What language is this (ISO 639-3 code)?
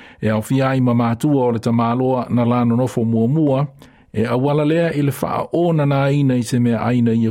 smo